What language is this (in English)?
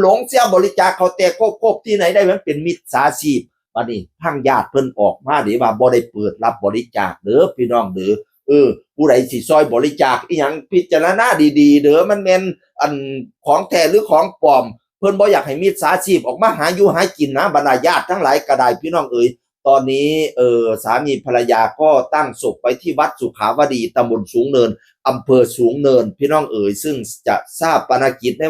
Northeastern Thai